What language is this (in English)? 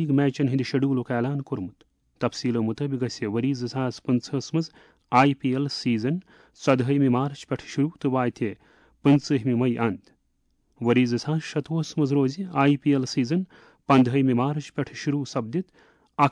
Kashmiri